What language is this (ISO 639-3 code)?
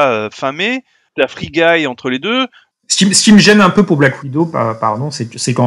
fra